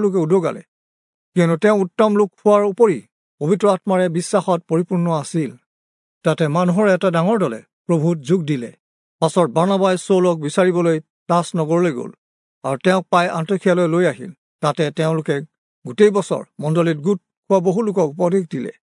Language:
Assamese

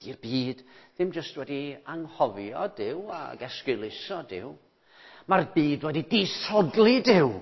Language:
Welsh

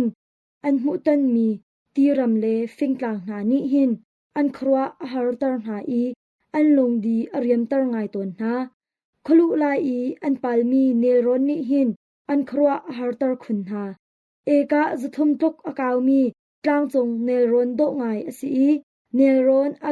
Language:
Hakha Chin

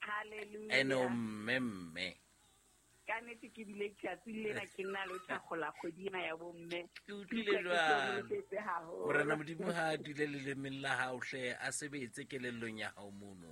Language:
Southern Sotho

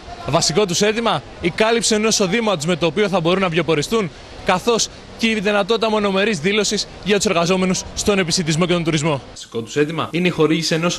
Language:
Greek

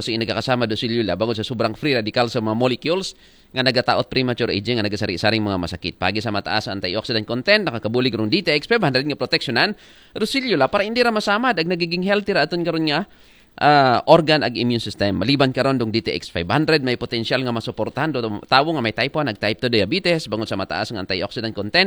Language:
Aklanon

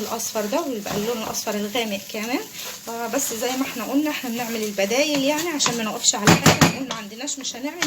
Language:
Egyptian Arabic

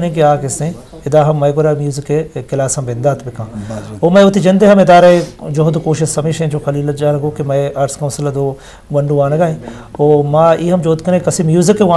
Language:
Eastern Balochi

